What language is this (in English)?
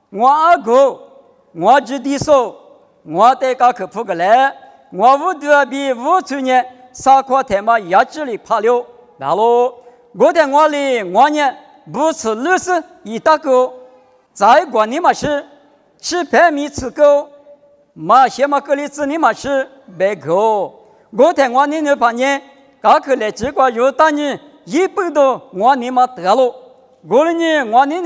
Lisu